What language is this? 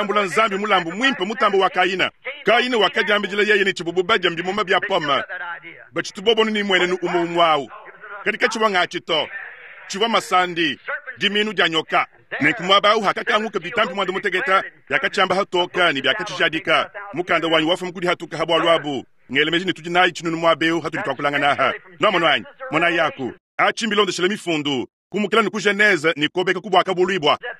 Luba-Lulua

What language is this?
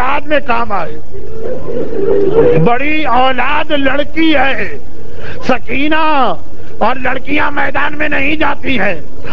Urdu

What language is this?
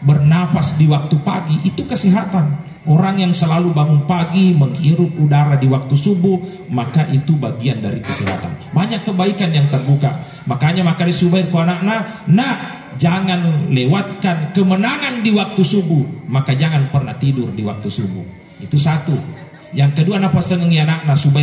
Buginese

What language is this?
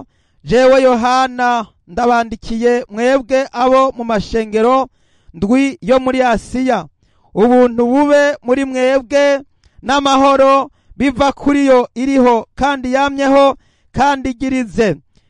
Rundi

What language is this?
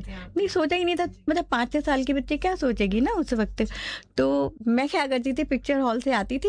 Hindi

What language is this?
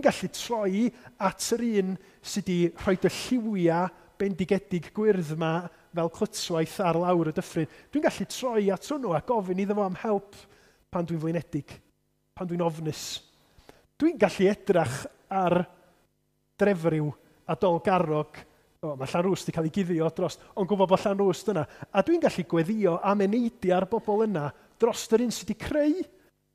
Welsh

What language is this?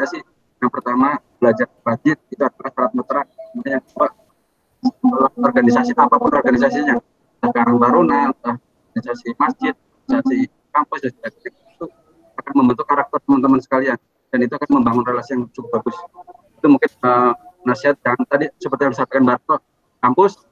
Indonesian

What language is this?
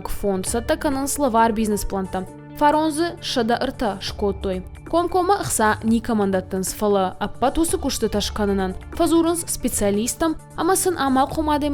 Ossetic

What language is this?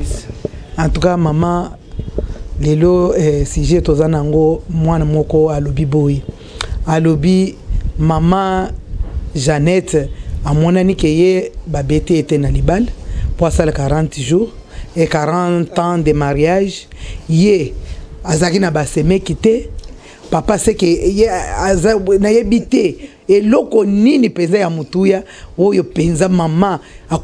Lingala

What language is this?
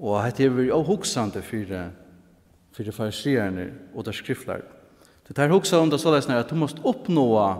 Faroese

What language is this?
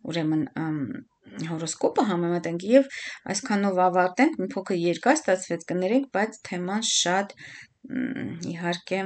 Armenian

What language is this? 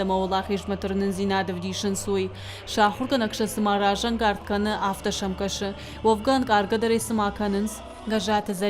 Ossetic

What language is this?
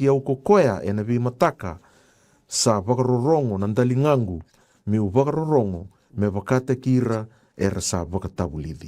Fijian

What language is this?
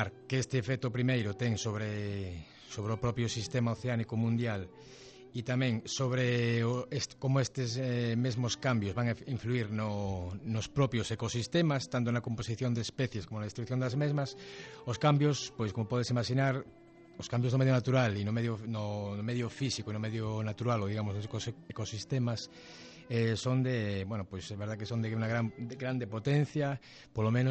Galician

